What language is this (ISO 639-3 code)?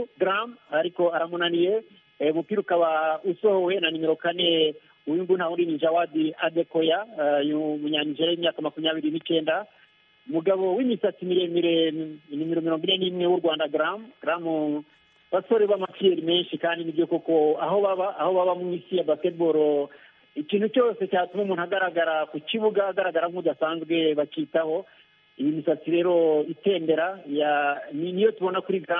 kin